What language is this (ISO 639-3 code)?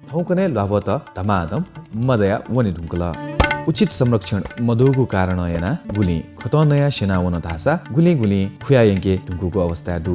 new